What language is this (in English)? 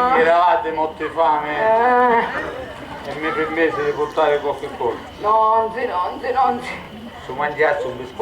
Sicilian